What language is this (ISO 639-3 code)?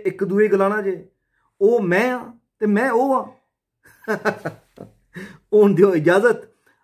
doi